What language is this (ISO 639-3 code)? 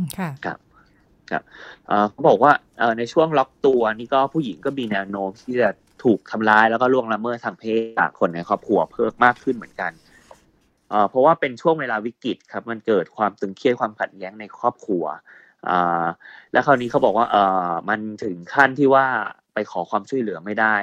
tha